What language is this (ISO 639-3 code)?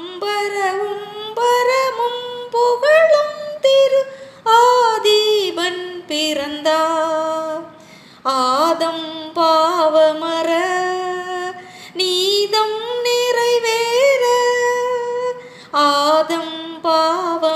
tam